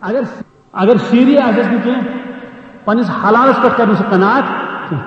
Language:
Kashmiri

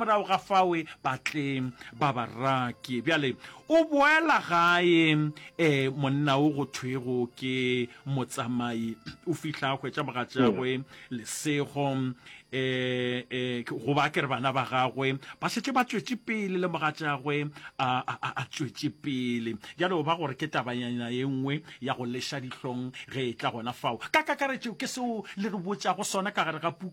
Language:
Northern Sotho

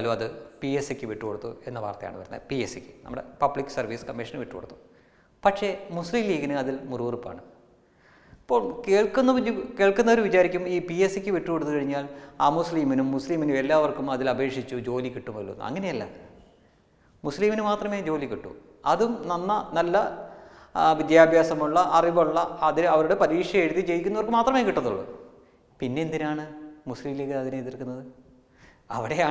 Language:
Malayalam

